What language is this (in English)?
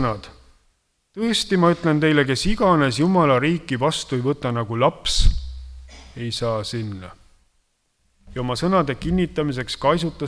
Estonian